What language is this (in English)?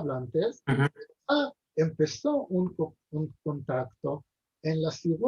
Ladino